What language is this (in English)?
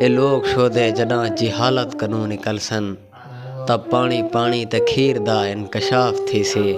Saraiki